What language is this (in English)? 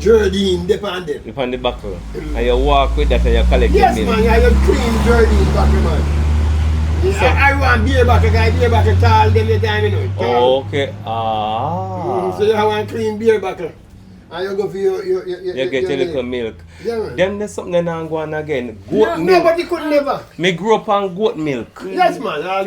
Jamaican Creole English